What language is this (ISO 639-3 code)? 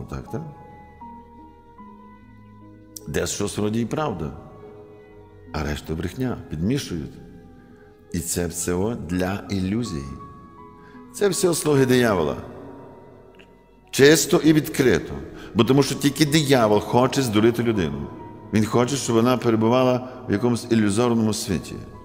ukr